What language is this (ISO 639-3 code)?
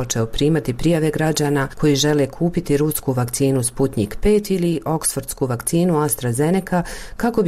bos